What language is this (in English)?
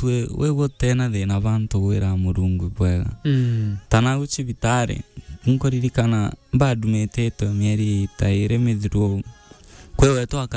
Meru